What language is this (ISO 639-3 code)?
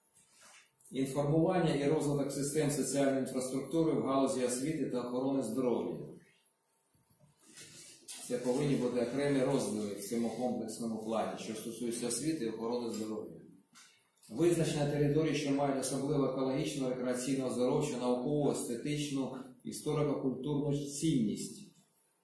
ukr